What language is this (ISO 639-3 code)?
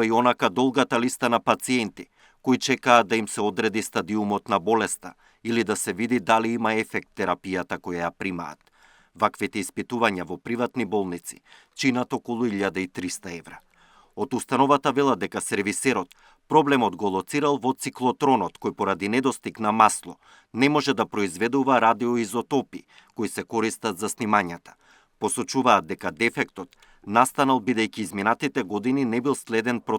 mkd